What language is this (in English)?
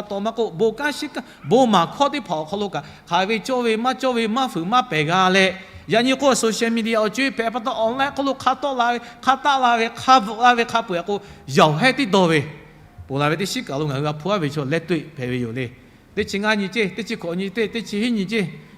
Lahu